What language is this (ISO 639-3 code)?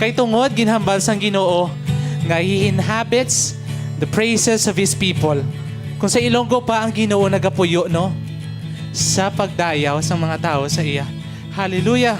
hil